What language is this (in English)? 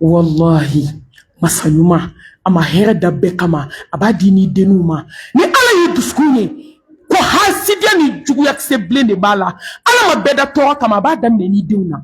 Bambara